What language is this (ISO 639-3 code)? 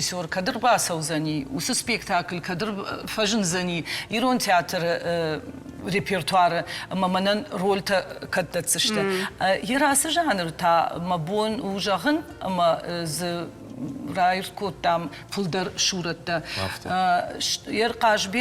oss